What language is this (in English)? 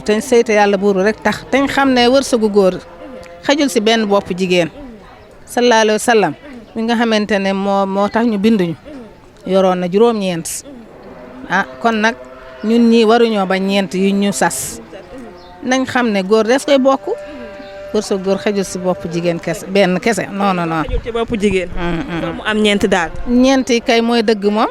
Wolof